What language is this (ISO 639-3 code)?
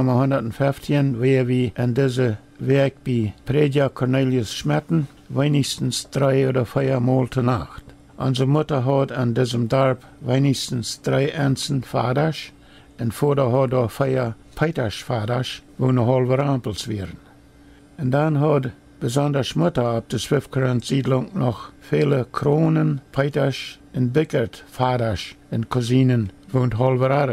pdt